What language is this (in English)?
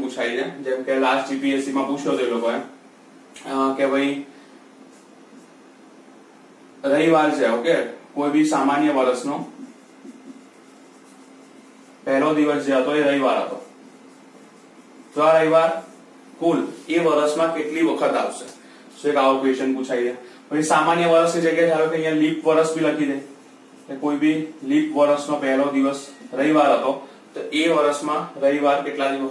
Gujarati